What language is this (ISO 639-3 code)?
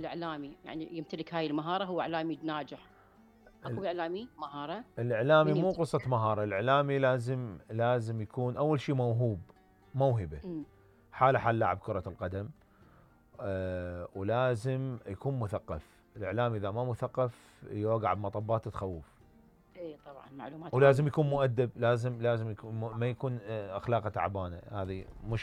acm